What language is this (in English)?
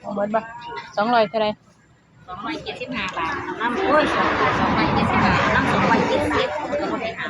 Northeastern Thai